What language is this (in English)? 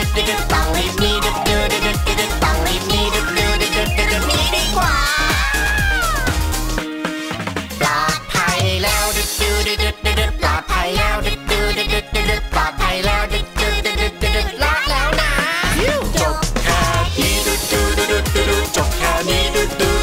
Thai